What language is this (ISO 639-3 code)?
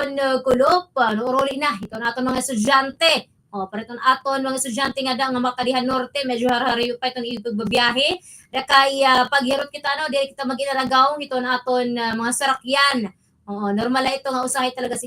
war